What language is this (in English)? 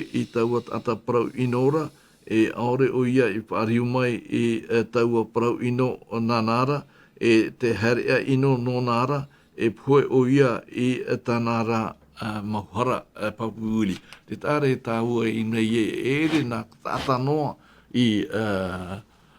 Tahitian